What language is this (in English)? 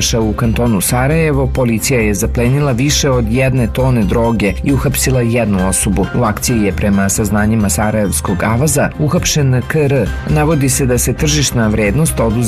Serbian